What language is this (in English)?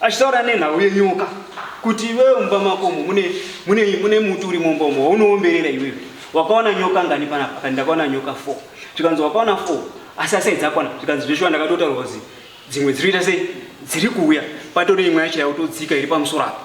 Shona